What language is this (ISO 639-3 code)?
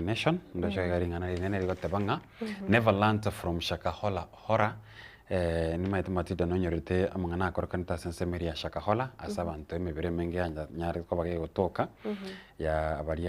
guz